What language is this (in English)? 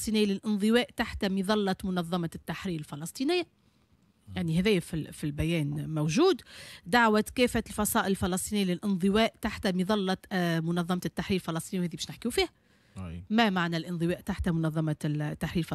Tunisian Arabic